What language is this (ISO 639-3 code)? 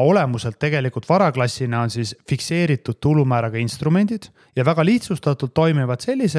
est